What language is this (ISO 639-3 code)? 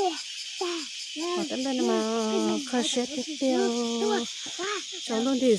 hmn